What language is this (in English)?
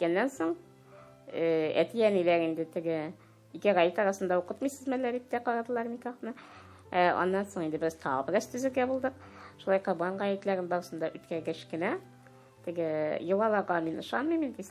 Tatar